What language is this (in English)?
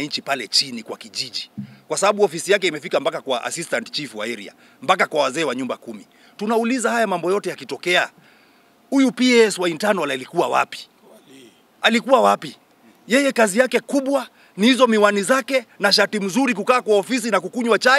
Swahili